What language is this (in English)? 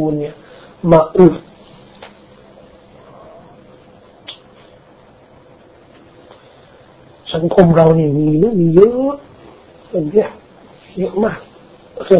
Thai